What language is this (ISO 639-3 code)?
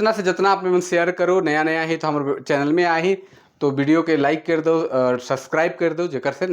sck